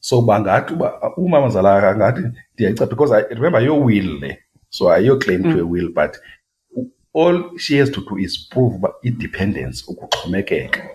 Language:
Xhosa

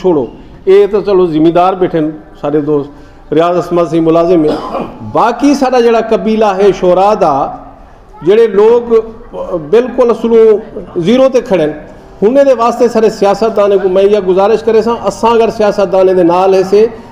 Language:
Saraiki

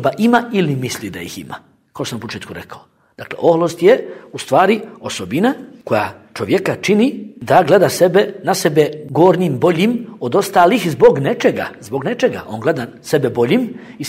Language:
Bosnian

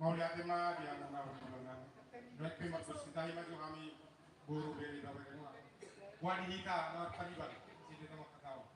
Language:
Batak Toba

